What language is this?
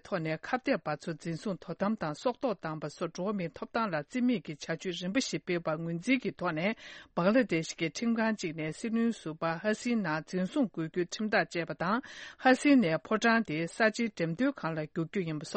Tibetan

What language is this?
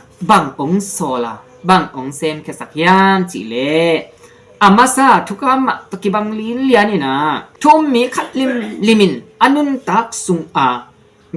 Tedim Chin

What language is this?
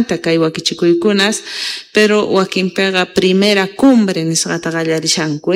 South Bolivian Quechua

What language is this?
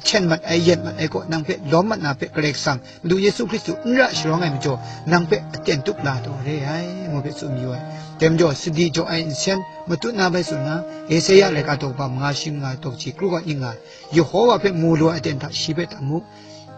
Kachin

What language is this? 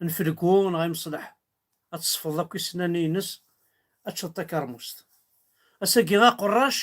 Kabyle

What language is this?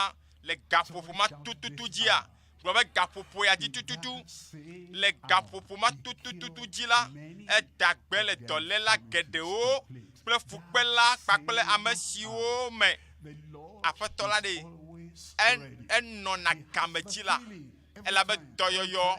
Ewe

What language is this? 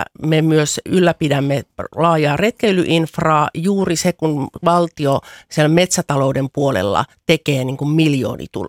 Finnish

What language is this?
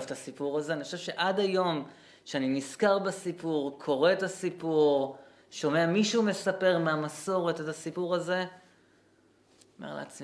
Hebrew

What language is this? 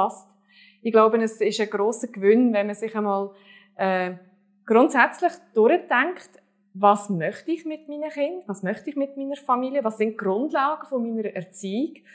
Swiss German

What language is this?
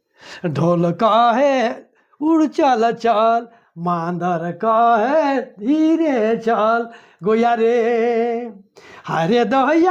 Sadri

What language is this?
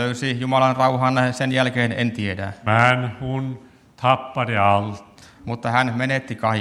Finnish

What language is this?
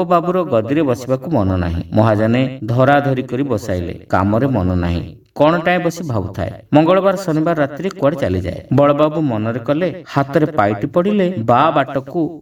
Odia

